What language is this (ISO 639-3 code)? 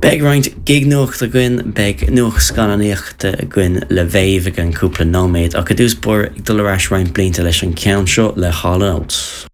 gle